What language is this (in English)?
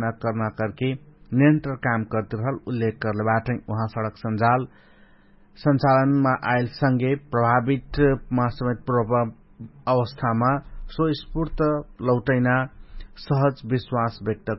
Dangaura Tharu